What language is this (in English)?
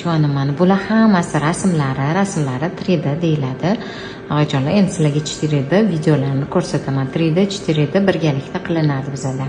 Uzbek